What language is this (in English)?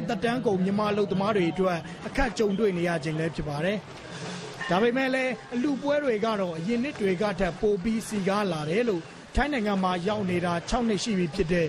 Burmese